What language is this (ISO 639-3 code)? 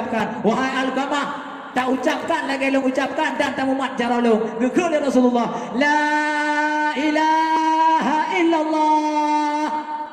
ace